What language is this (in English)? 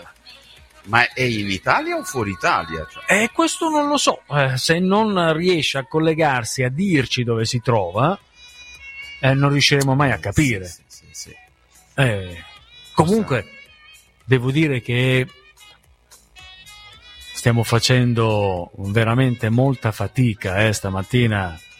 Italian